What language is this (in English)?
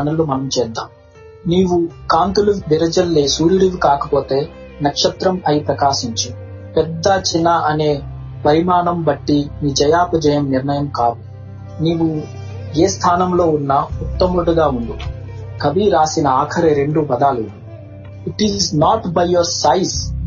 Telugu